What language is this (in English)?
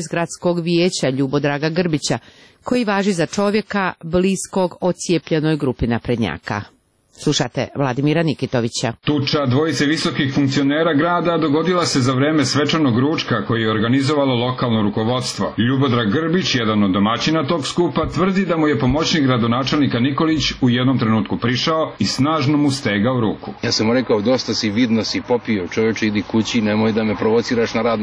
Serbian